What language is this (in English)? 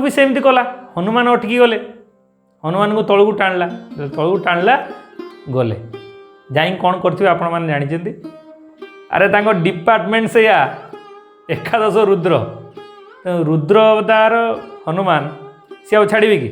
Odia